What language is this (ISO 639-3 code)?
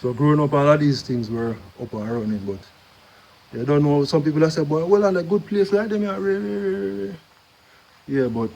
jam